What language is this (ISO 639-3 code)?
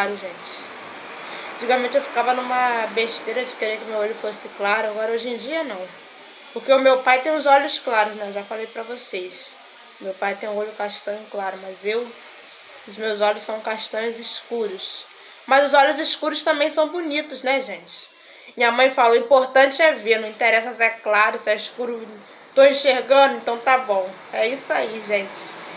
por